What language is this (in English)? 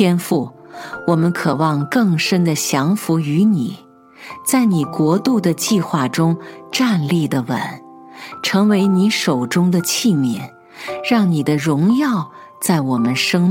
Chinese